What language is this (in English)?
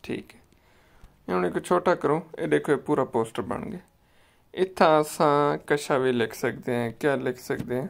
Saraiki